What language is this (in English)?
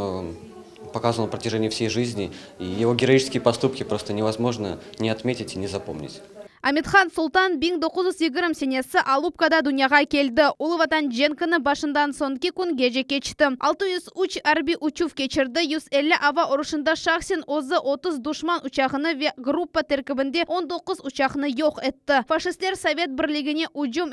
Crimean Tatar